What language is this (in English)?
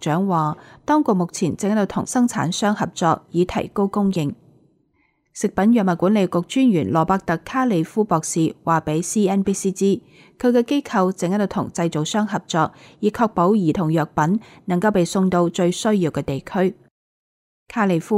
Cantonese